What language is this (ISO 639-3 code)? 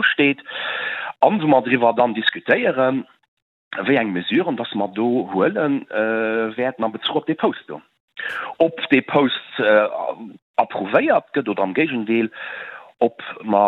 ltz